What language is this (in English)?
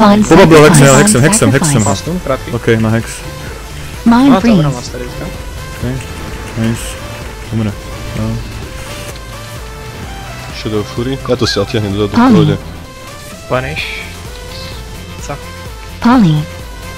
Slovak